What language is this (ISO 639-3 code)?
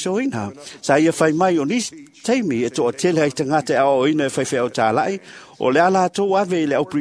smo